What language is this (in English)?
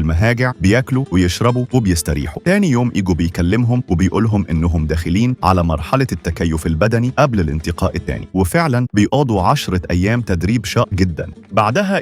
Egyptian Arabic